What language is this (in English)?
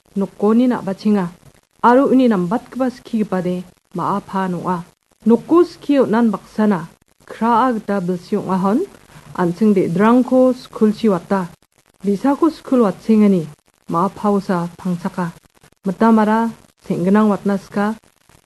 Garo